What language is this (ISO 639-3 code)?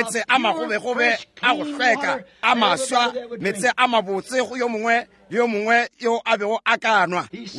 nso